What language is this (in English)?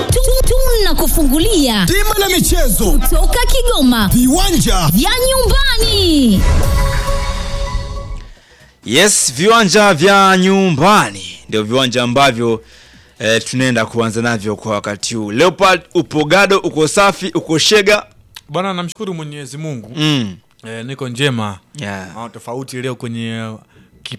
Swahili